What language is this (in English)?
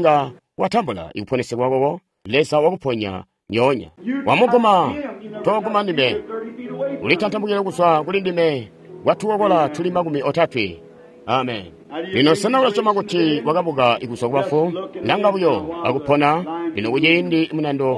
Tonga (Zambia)